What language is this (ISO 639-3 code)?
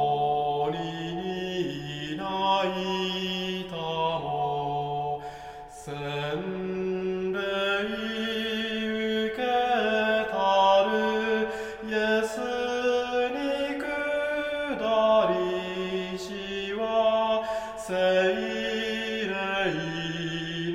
jpn